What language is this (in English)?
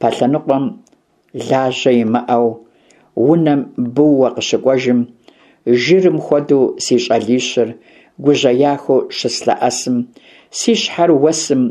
Kabardian